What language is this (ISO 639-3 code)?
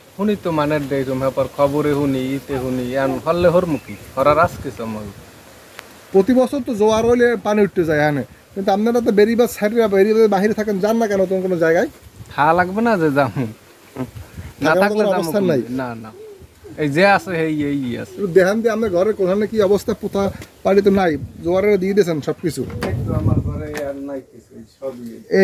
ben